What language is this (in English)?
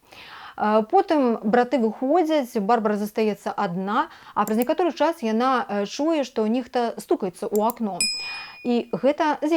Belarusian